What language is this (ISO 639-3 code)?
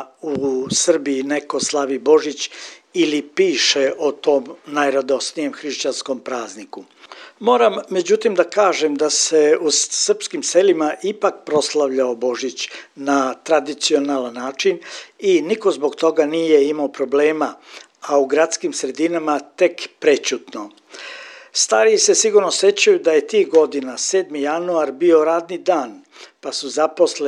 srp